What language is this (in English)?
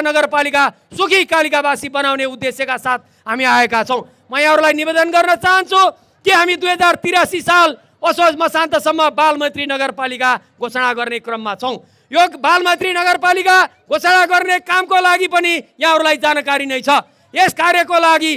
Nepali